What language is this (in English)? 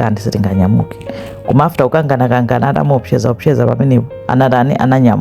Nyanja